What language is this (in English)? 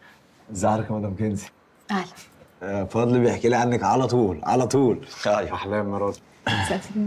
Egyptian Arabic